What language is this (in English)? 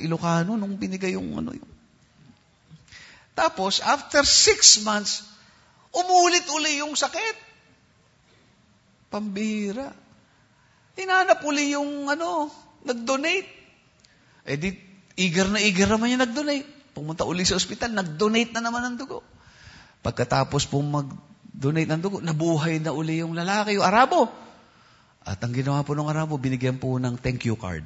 Filipino